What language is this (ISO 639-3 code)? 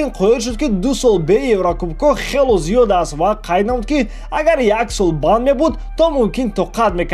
tgk